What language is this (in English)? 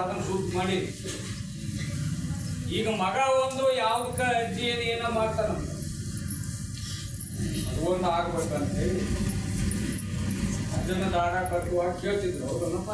Kannada